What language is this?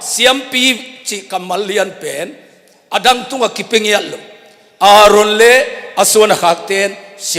Tedim Chin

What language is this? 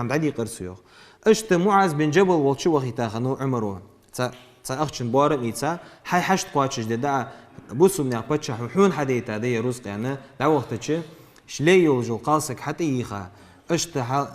Ingush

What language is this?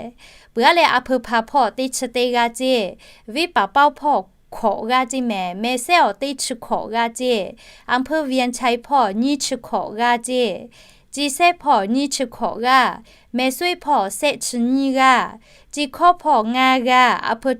Lahu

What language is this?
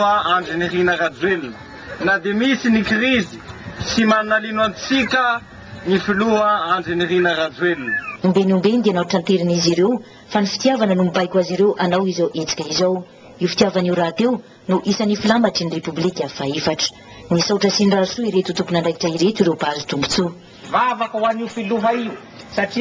Malagasy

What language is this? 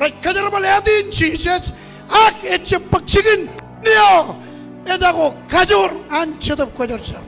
Marshallese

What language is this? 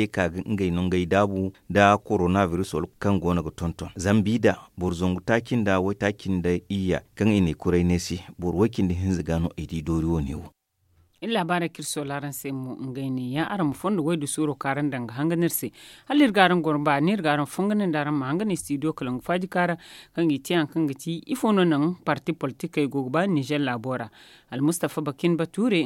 Zarma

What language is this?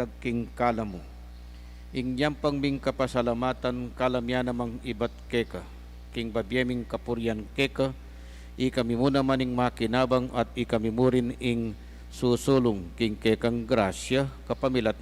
Pampanga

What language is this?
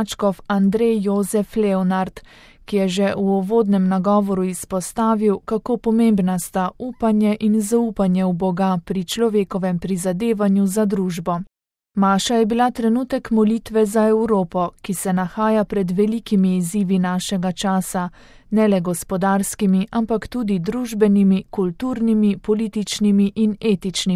Slovenian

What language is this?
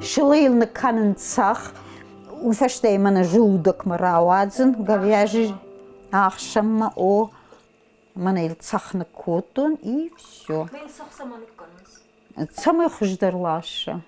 Ossetic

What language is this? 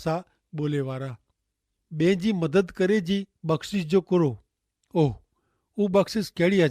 Kachhi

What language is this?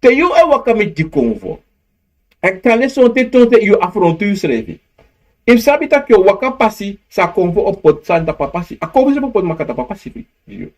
Sranan Tongo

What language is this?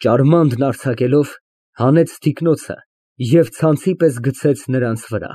Armenian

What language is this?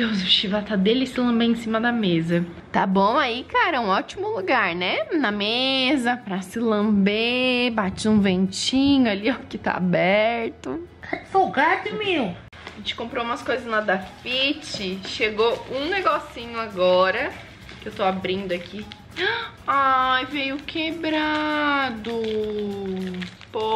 Portuguese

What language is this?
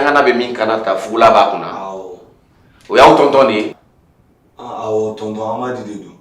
Bambara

